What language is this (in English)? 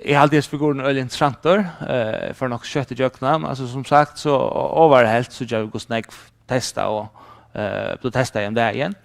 Faroese